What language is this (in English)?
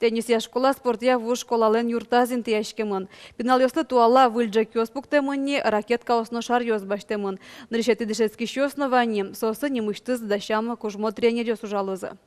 Udmurt